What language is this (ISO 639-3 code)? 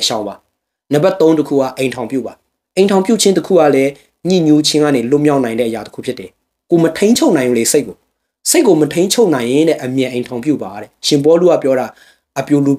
mya